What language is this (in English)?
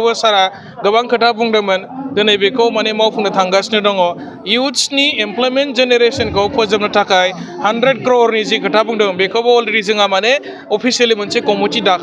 Bodo